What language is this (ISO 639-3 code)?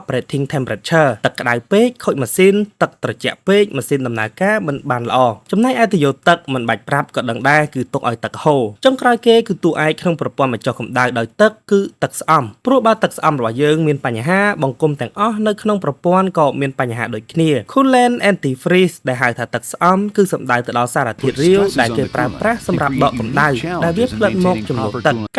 khm